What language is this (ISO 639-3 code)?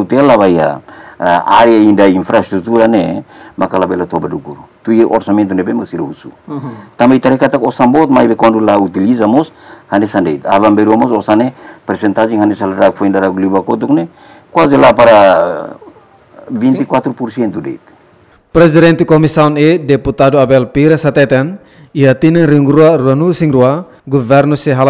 tet